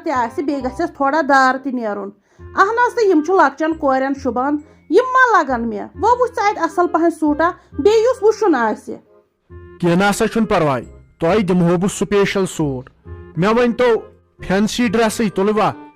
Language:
Kashmiri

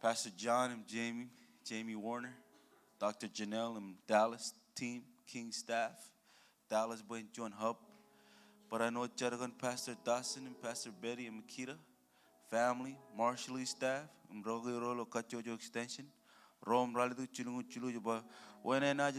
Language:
Marshallese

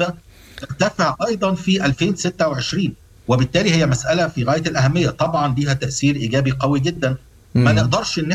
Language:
Sudanese Arabic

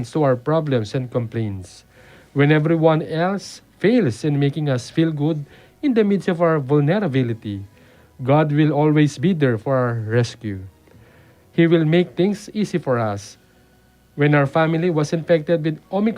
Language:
Pampanga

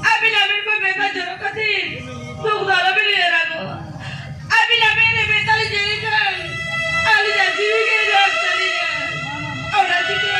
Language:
Santali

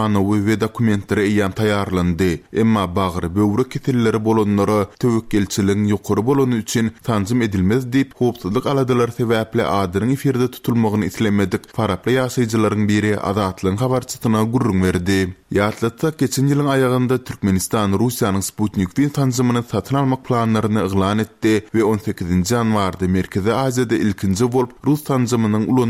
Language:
Turkmen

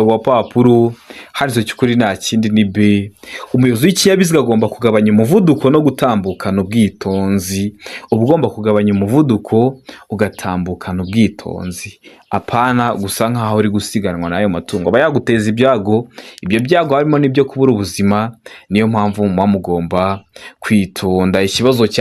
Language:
Kinyarwanda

